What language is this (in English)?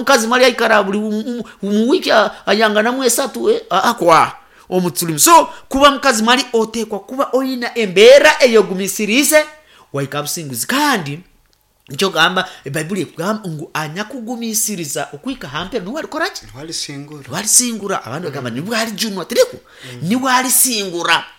Nyankole